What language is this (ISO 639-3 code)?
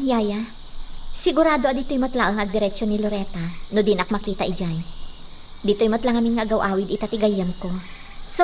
ilo